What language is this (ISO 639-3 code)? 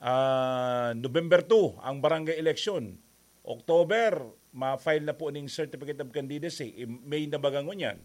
bik